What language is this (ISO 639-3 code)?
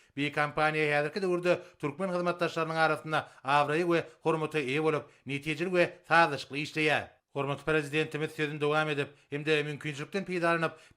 tuk